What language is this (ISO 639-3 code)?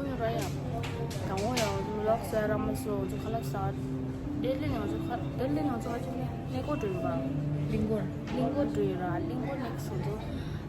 bod